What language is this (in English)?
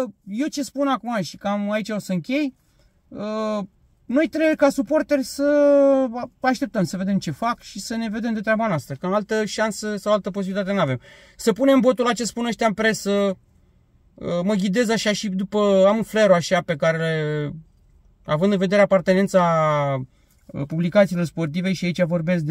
Romanian